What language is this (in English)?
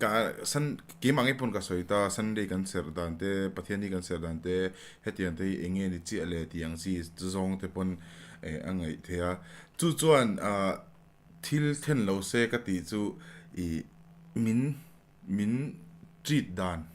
Mizo